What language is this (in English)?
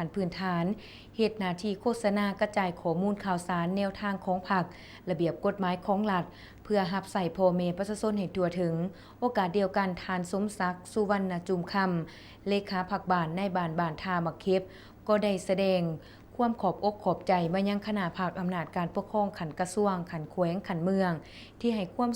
Lao